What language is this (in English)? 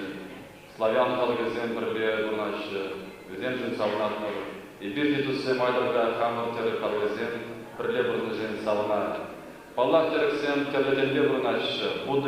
Chuvash